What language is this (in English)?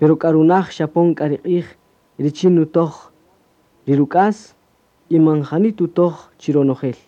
Kaqchikel